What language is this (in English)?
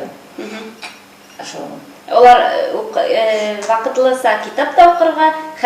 Bashkir